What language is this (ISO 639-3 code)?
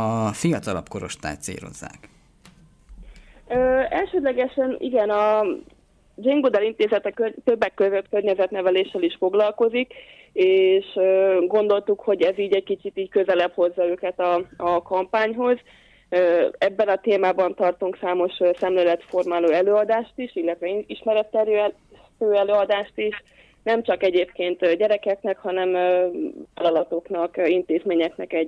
hun